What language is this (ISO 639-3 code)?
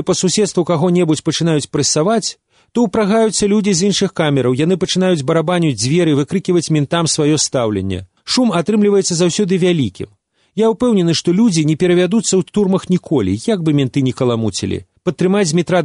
bel